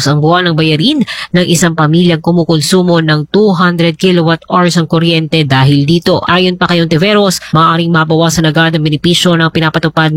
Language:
Filipino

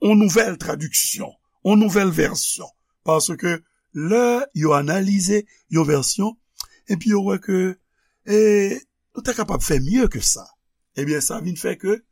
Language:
Haitian Creole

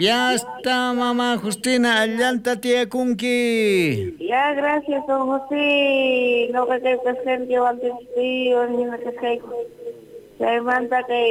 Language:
South Bolivian Quechua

